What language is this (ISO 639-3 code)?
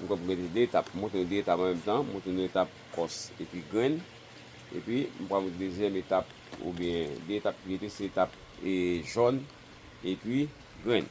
hat